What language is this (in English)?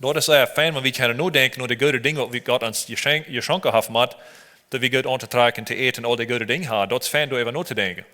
Plautdietsch